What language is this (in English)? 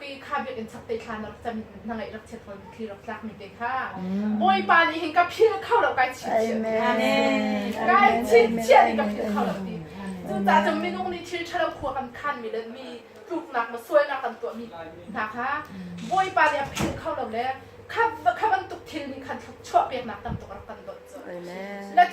Hakha Chin